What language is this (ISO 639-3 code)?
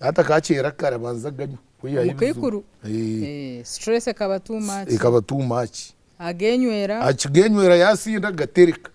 nyn